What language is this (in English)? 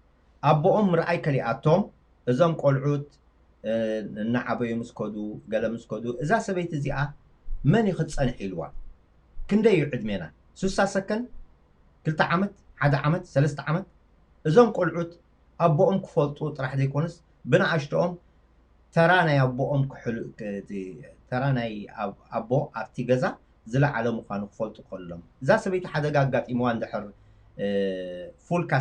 Tigrinya